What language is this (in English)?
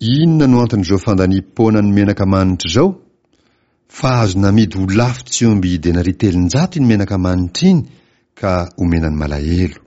Malagasy